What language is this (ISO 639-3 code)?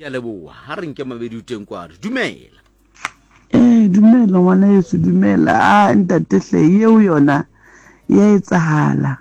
sot